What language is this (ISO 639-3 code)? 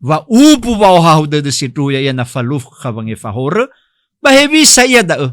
nia